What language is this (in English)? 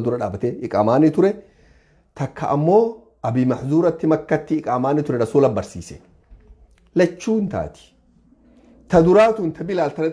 Oromo